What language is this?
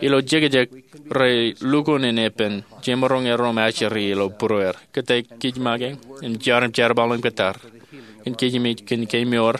Marshallese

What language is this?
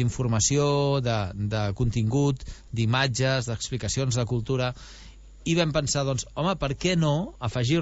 Catalan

